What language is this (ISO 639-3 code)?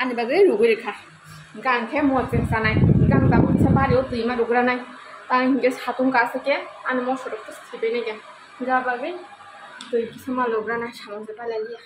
trp